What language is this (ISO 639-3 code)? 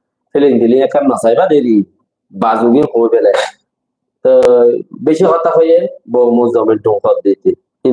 rhg